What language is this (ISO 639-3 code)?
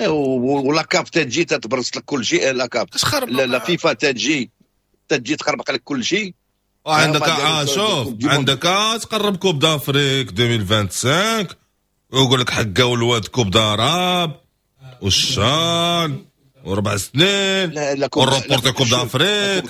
ary